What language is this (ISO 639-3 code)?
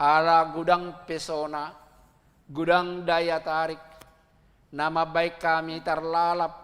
bbc